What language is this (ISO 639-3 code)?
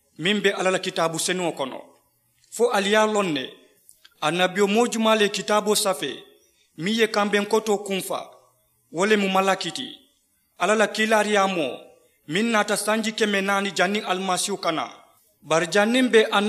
man